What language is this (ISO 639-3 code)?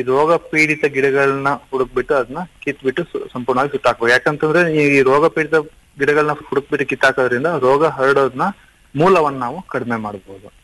kan